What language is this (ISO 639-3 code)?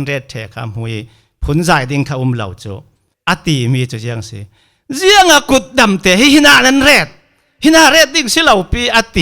cfm